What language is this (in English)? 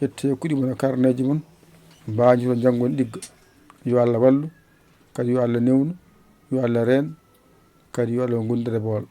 Fula